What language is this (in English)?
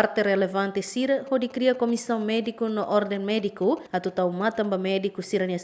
Tetum